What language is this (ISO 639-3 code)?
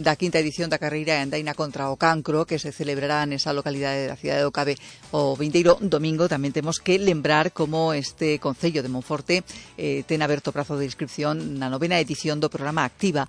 glg